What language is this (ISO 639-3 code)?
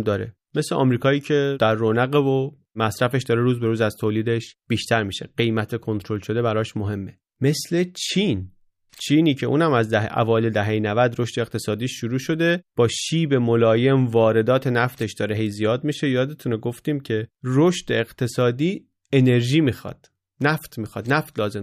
fas